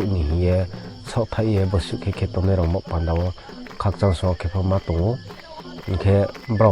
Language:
Riang (India)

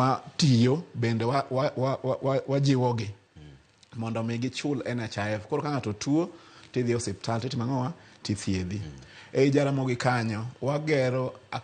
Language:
Luo (Kenya and Tanzania)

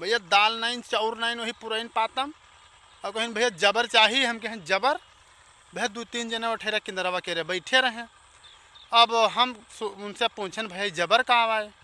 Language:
Awadhi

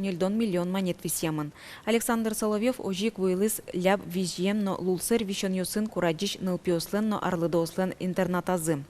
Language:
Udmurt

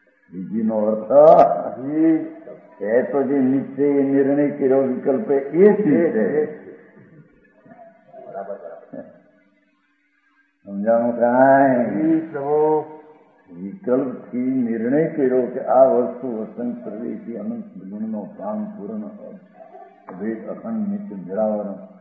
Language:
Gujarati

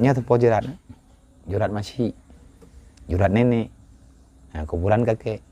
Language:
Achinese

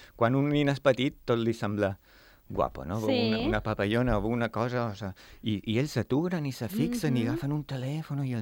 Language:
Catalan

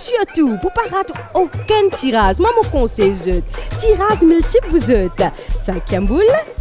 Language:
Morisyen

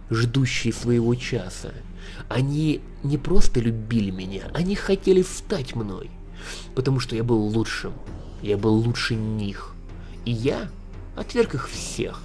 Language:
Russian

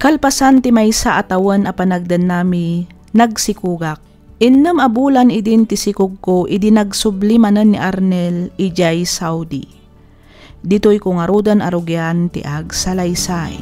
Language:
Iloko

